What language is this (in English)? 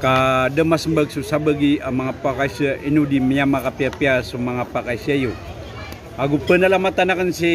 Maranao